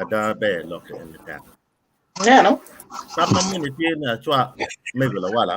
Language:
Acoli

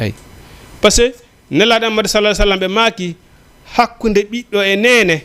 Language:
Fula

